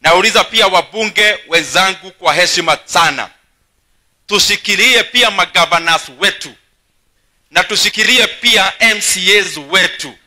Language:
Swahili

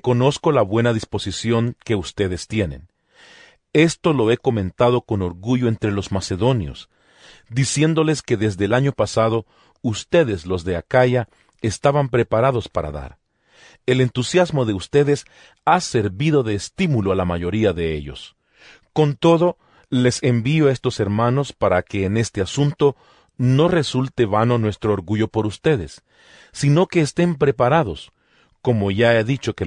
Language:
Spanish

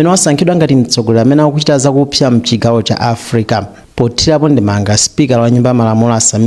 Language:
Nyanja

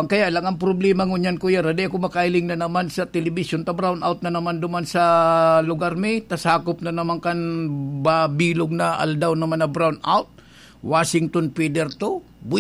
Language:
Bikol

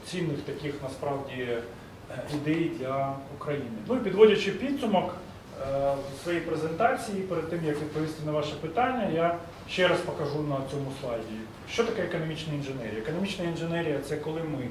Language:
Ukrainian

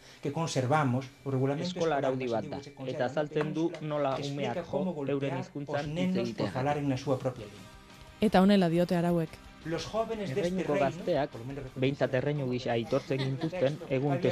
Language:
Basque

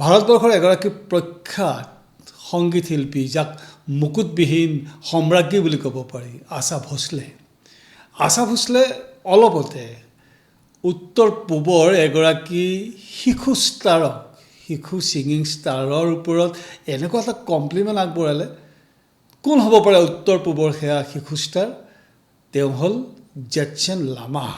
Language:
Assamese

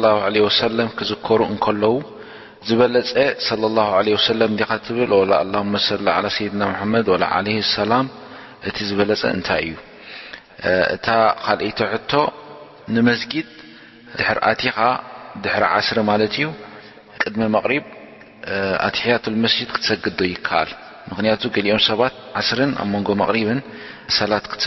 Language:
Tigrinya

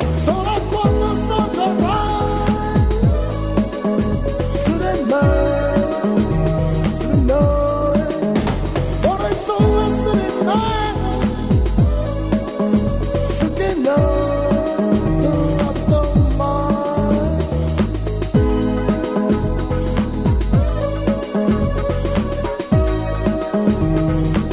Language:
Italian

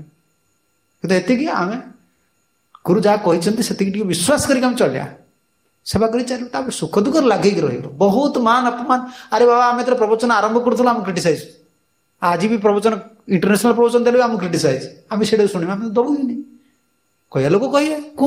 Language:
Odia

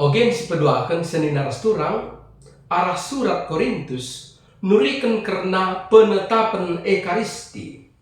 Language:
Batak Karo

